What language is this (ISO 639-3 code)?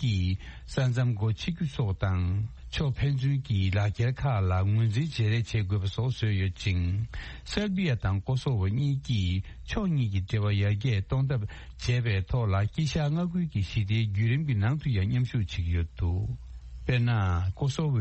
bod